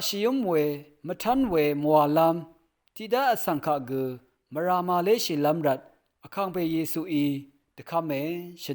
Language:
Rawang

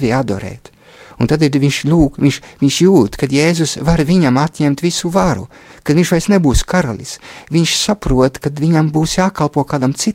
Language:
Latvian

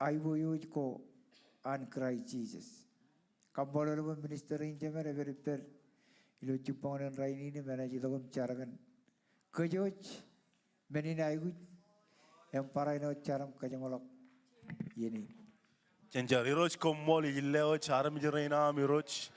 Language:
Marshallese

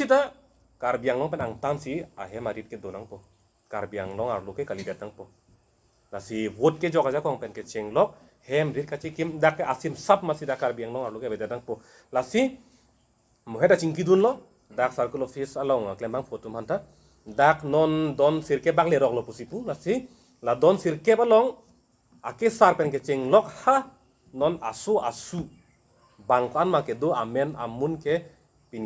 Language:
Karbi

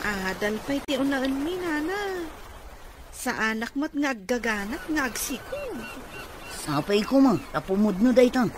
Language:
Iloko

